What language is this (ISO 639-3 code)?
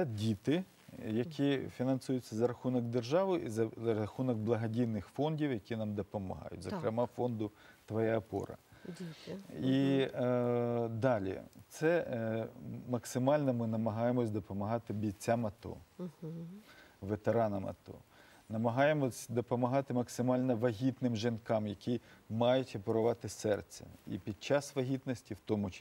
ukr